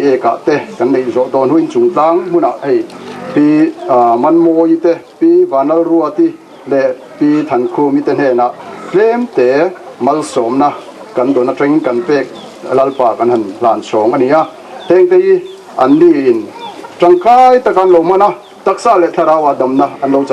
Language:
Mizo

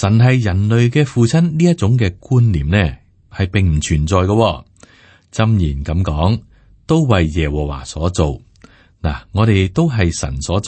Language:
Cantonese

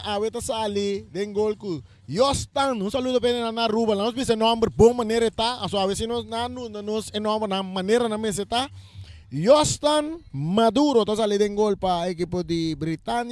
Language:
Papiamento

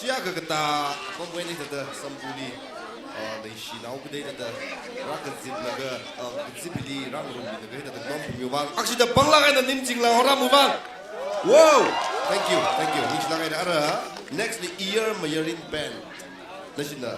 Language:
Tangkhul Naga (India)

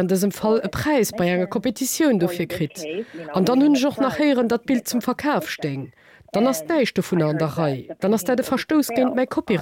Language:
Luxembourgish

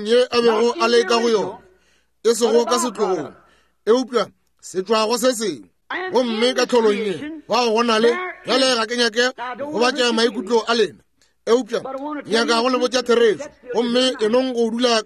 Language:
Northern Sotho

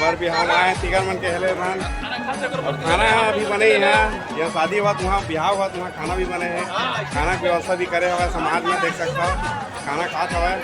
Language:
Chhattisgarhi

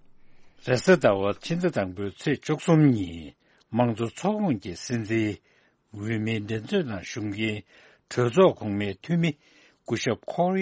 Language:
Tibetan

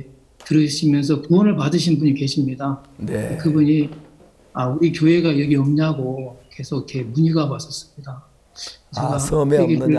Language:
Korean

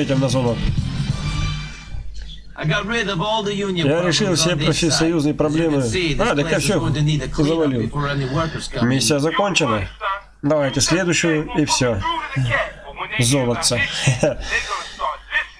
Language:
Russian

